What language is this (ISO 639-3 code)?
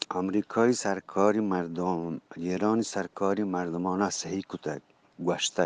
bgp